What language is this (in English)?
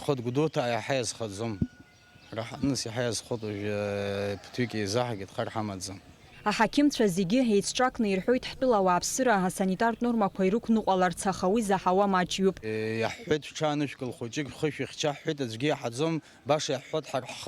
Abkhazian